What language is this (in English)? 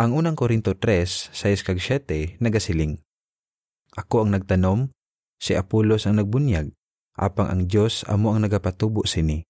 Hiligaynon